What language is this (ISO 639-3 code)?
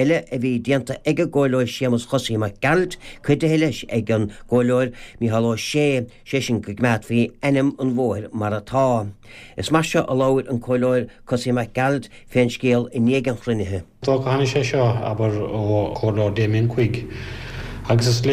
gle